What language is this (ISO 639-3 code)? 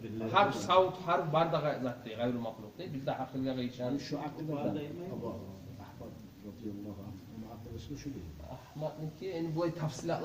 kum